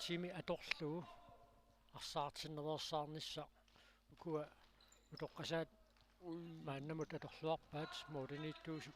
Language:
Kalaallisut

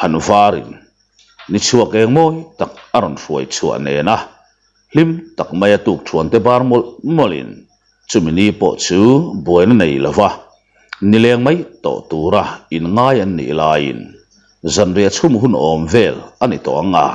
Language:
Mizo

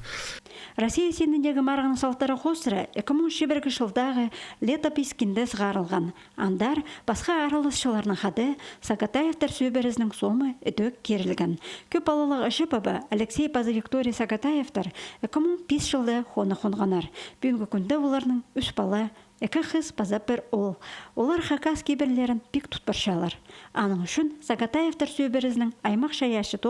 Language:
Khakas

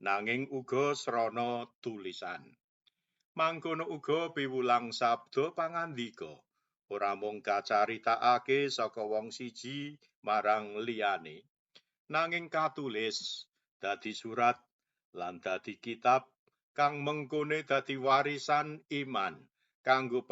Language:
Javanese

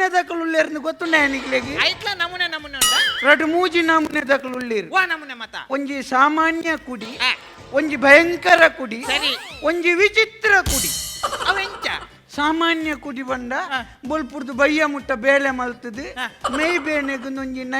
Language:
Tulu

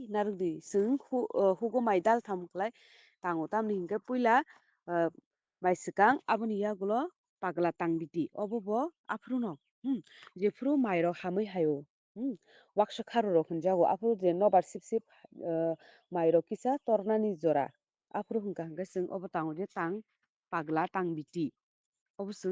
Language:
Kok Borok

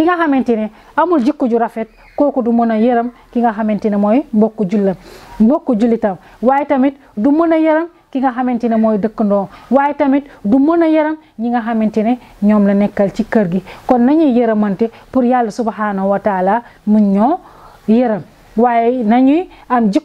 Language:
Wolof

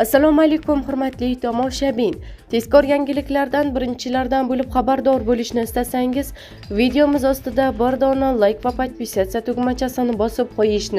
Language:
Uzbek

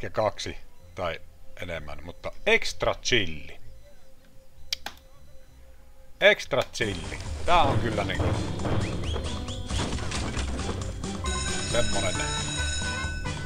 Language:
Finnish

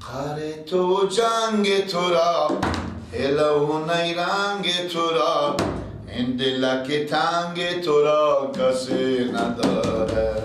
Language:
Persian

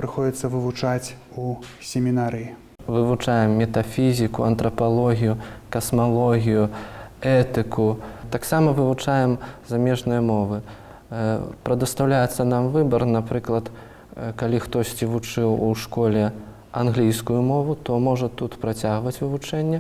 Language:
Belarusian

